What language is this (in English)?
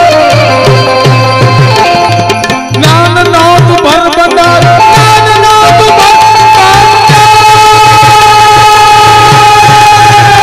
Gujarati